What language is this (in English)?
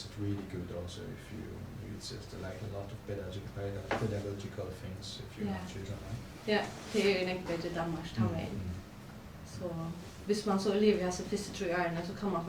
Faroese